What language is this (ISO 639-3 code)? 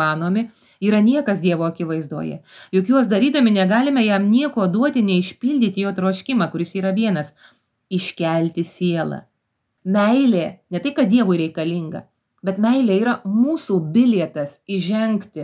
lit